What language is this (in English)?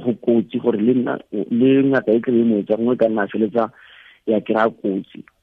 Tswana